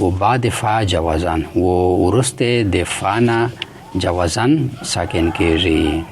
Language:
Pashto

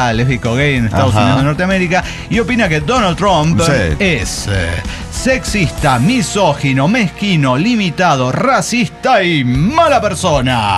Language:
Spanish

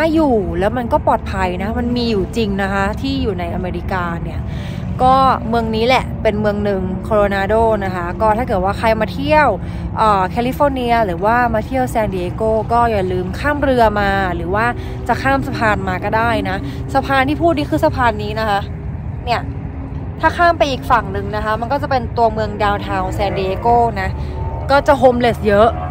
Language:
Thai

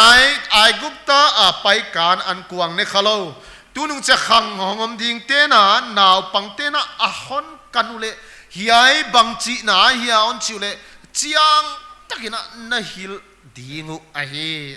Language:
Paite Chin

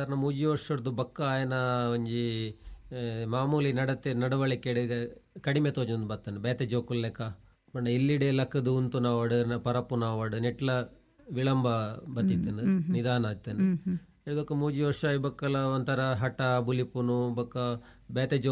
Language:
Tulu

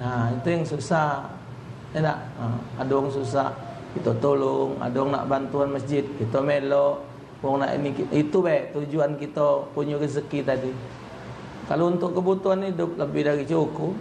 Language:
Musi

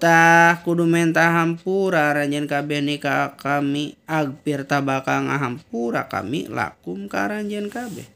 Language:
Sundanese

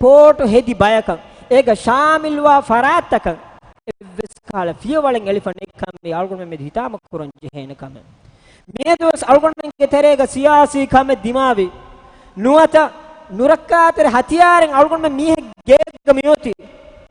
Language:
Divehi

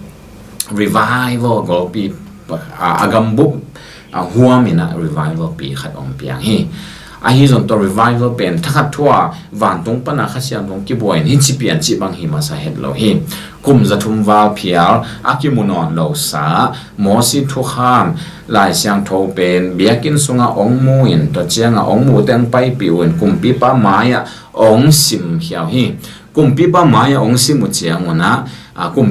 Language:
Tedim Chin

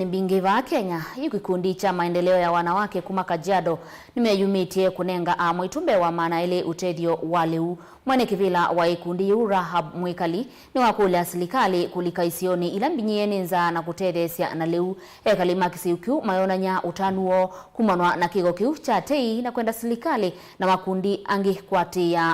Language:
Kamba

